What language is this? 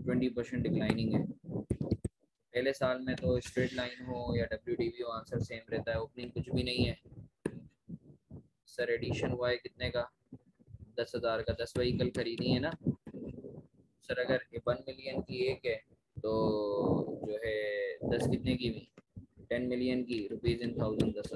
Hindi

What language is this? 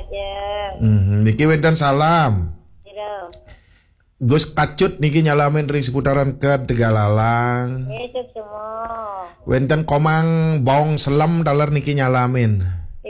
Balinese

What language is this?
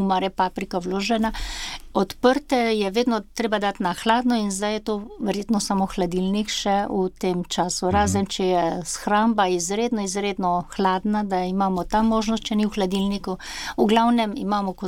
Slovenian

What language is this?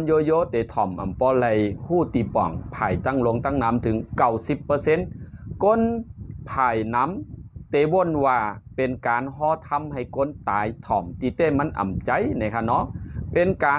Shan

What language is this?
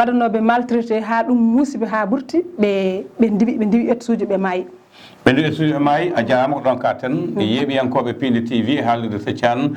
Fula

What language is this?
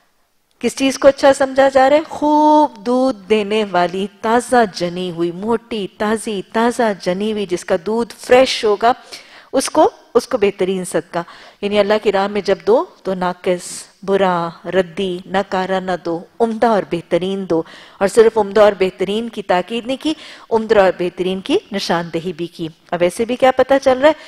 Urdu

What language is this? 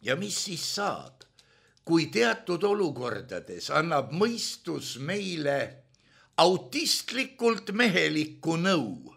Estonian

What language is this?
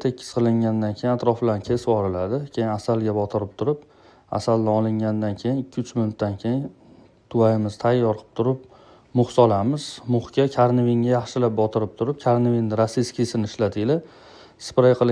Uzbek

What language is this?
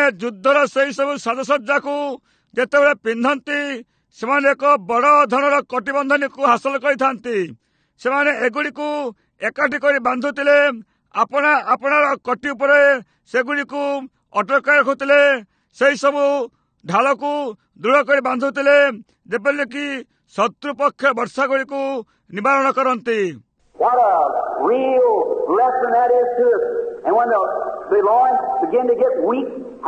Odia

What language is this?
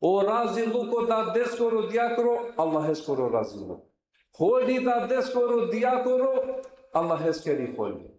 Balkan Romani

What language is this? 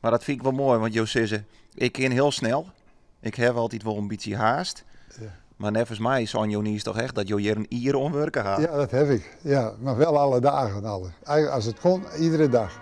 Western Frisian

